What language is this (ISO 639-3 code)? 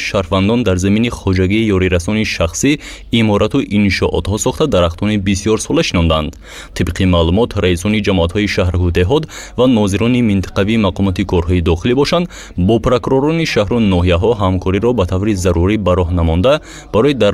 tgk